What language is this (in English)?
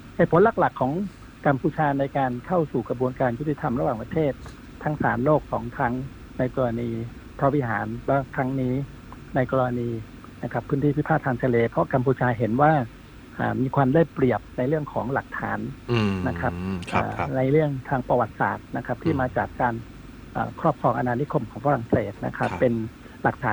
Thai